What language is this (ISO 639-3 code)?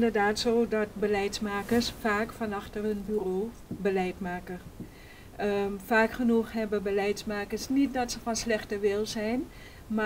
nld